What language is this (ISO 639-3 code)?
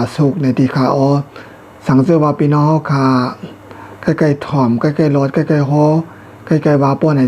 shn